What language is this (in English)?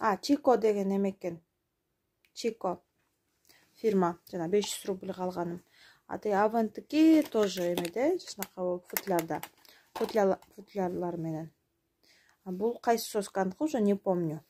Kyrgyz